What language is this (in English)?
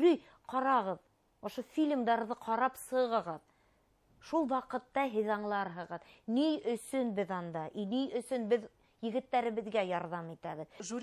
Bashkir